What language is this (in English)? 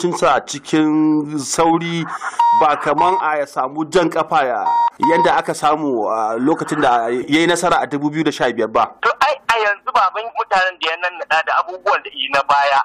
Hausa